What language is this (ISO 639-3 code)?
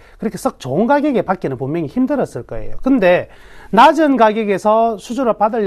kor